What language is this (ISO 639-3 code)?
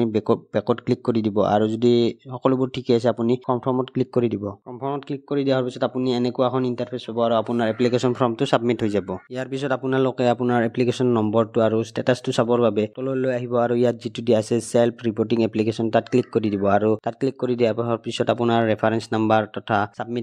asm